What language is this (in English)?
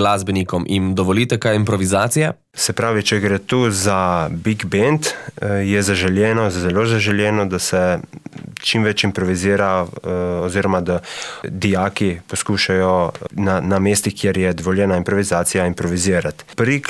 Slovenian